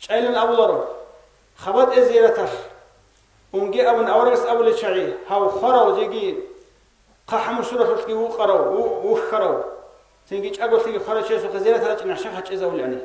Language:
Avaric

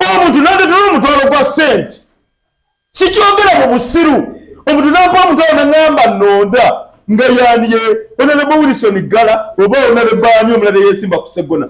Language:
Ganda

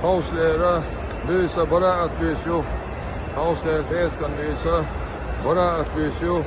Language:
Chechen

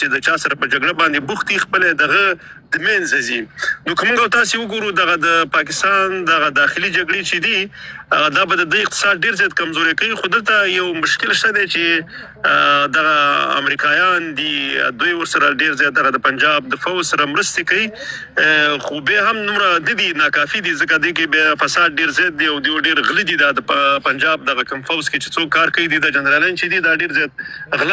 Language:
Pashto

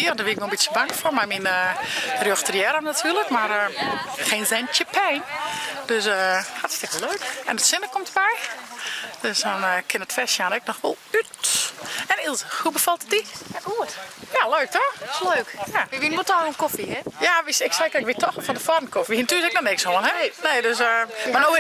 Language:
Western Frisian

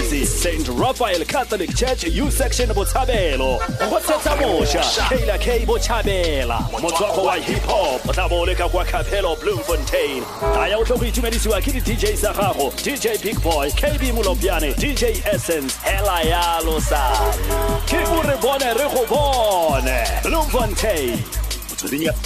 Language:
Tswana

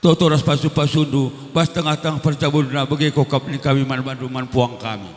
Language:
Batak Karo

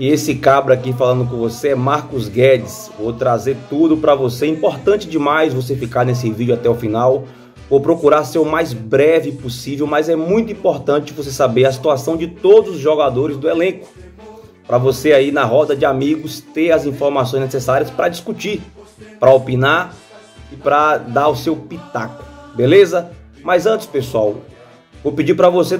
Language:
Portuguese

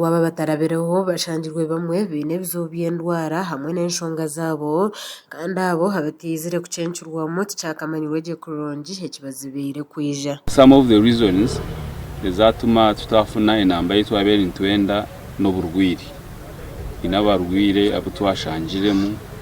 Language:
Nyankole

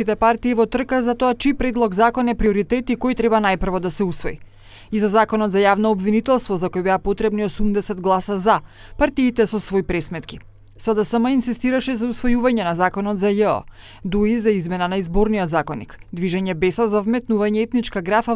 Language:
Macedonian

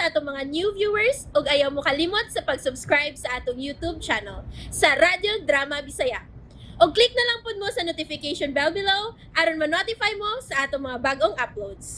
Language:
Cebuano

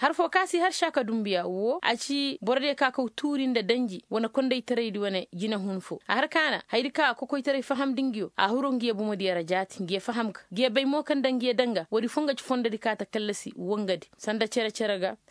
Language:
Koyraboro Senni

